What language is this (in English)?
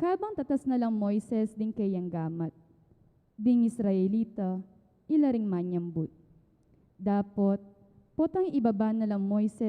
Pampanga